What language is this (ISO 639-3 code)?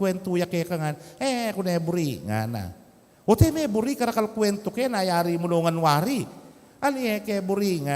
pam